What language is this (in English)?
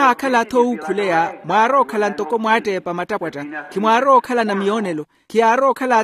Makhuwa